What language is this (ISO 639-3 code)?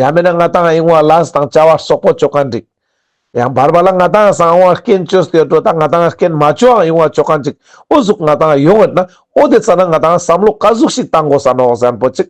lbj